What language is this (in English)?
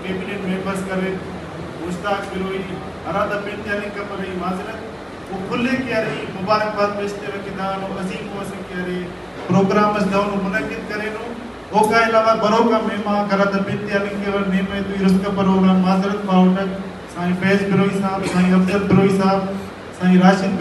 Brahui